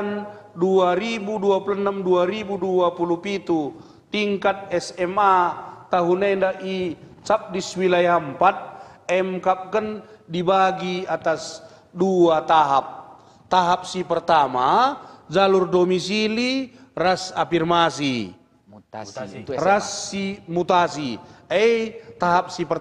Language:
Batak Karo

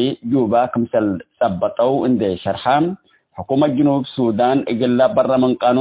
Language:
Tigre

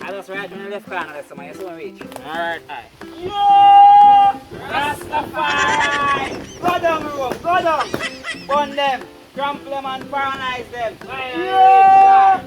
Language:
Jamaican Creole English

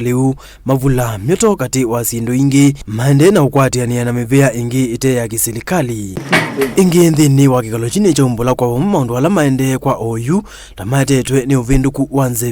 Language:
Kamba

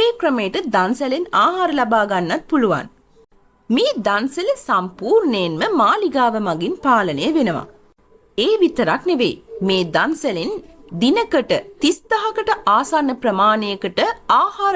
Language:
Sinhala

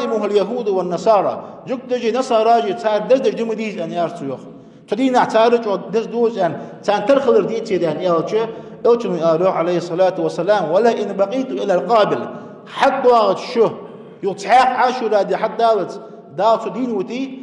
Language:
Ingush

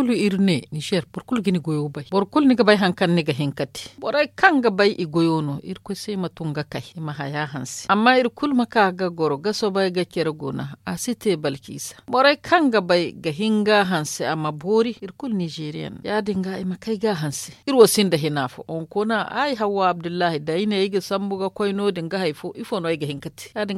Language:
Zarma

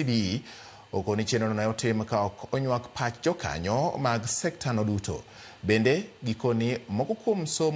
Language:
Luo (Kenya and Tanzania)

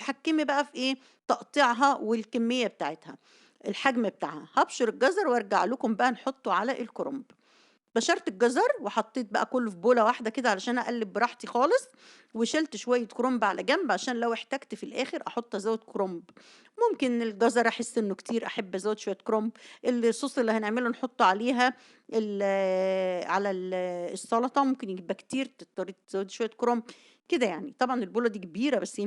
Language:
Egyptian Arabic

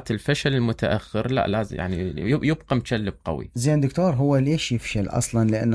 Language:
Mesopotamian Arabic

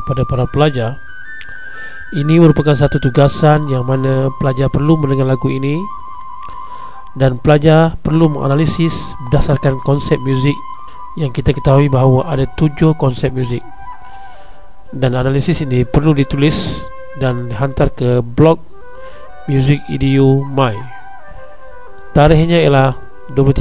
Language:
Malay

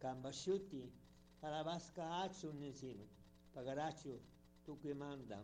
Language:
Chimborazo Highland Quichua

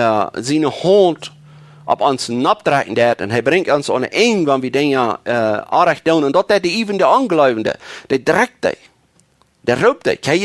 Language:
Plautdietsch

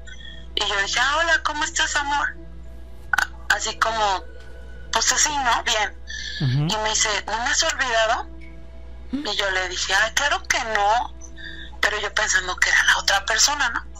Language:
Spanish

